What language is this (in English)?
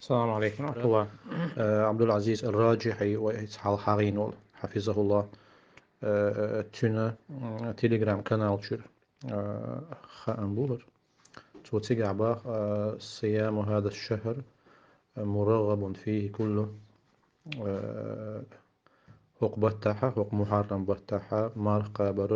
Chechen